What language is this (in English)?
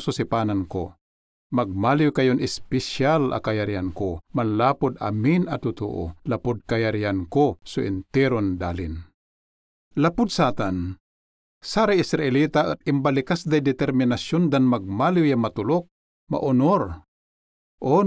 Pangasinan